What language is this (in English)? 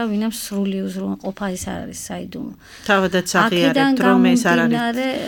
Georgian